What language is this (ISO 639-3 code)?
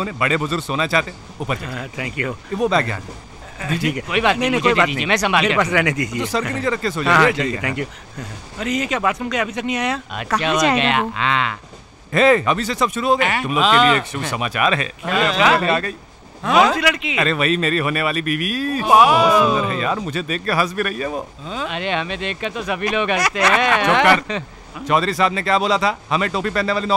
hin